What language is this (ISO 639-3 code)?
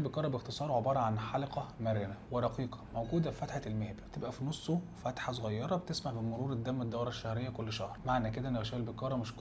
arz